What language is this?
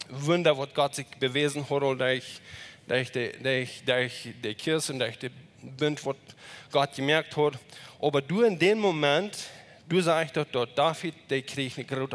Plautdietsch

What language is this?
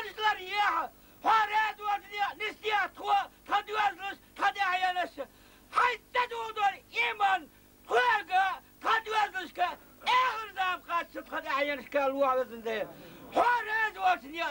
Chechen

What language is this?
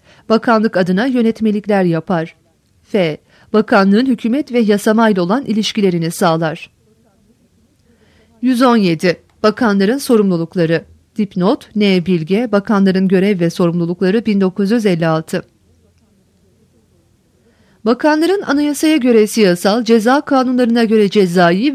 Turkish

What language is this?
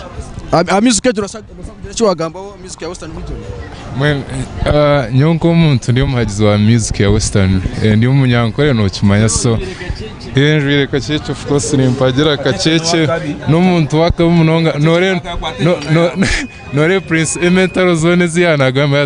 Nyankole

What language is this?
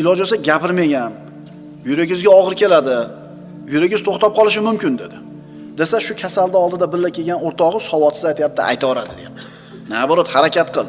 Uzbek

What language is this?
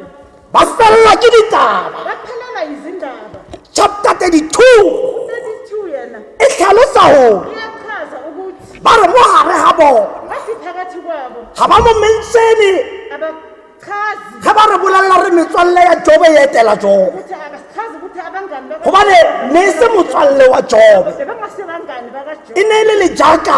Tswana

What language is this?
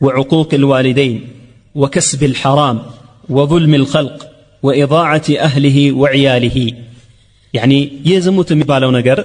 Amharic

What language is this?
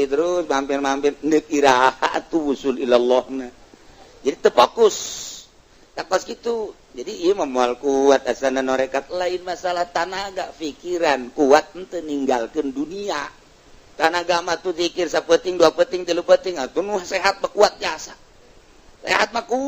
Sundanese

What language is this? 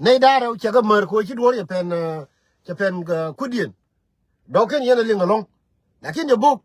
Nuer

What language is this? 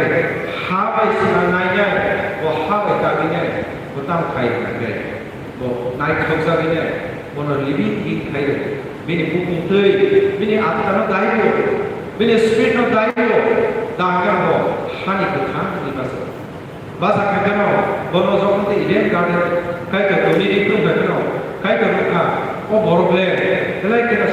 Kok Borok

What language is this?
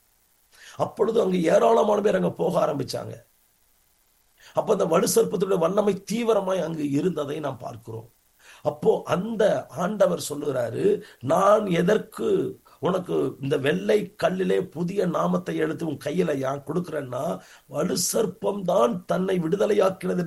Tamil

